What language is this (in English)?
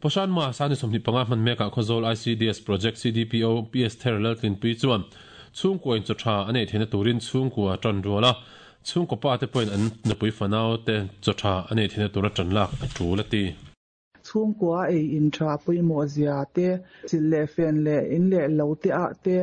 Mizo